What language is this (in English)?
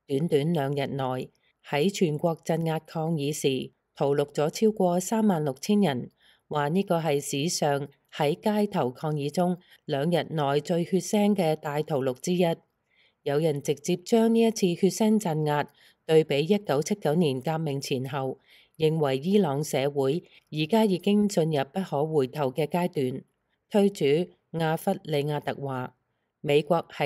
Cantonese